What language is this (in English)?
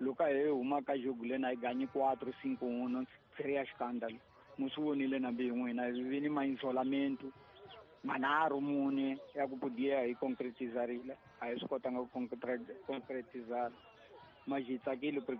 Tsonga